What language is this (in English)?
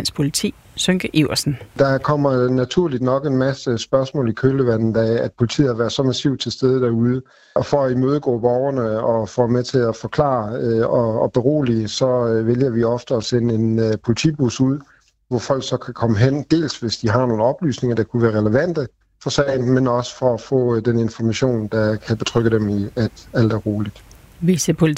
Danish